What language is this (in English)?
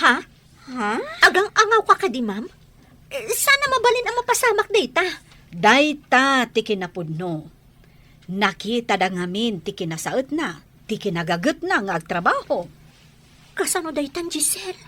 Iloko